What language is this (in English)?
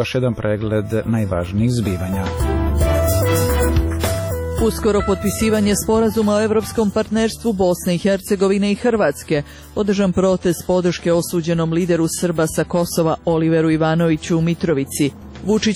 Serbian